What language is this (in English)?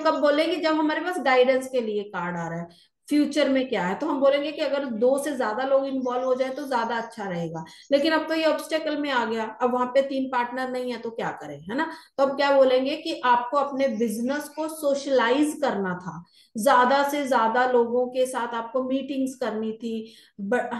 Hindi